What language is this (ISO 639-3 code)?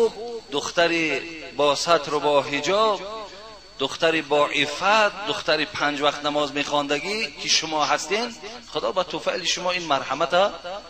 tgk